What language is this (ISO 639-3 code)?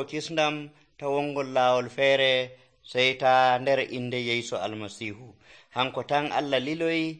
fuv